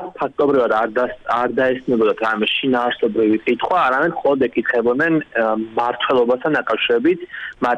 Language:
Georgian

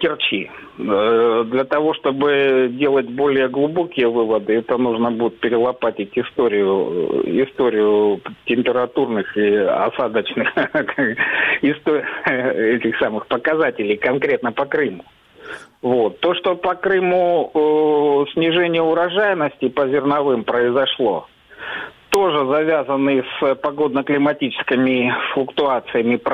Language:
Russian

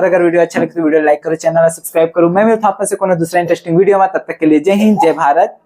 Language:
Chhattisgarhi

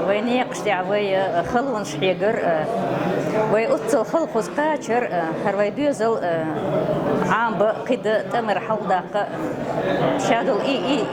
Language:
Chechen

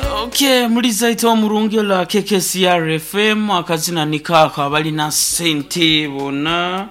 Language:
Nyankole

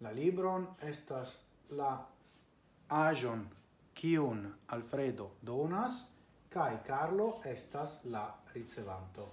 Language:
Esperanto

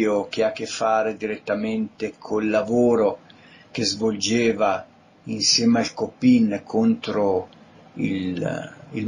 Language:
Italian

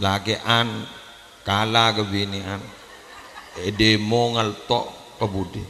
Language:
Madurese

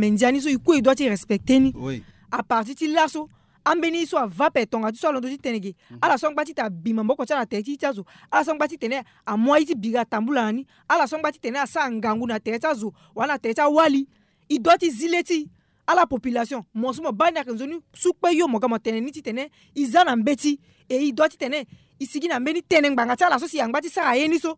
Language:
Sango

